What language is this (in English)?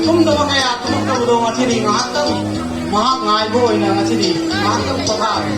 Manipuri